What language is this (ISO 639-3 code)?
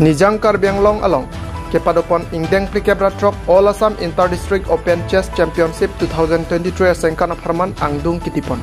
mjw